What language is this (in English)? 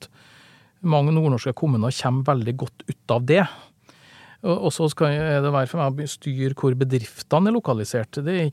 Norwegian